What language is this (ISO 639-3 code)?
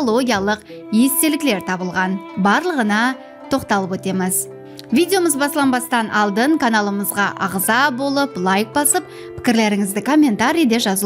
kaa